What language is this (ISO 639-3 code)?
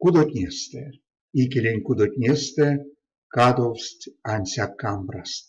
myv